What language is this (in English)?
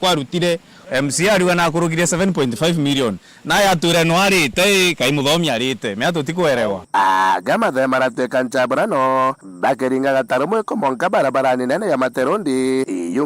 Meru